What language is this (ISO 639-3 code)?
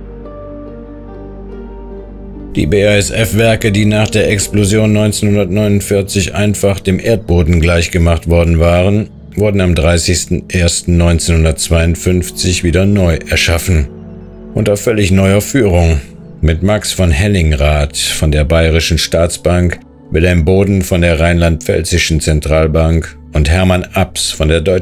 deu